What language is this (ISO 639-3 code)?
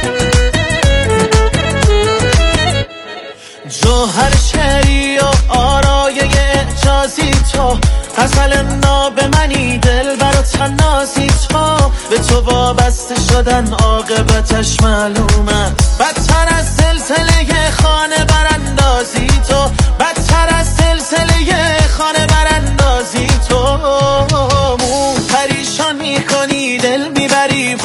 fas